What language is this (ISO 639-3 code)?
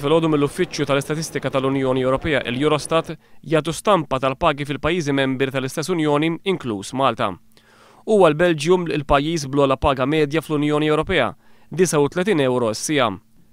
mlt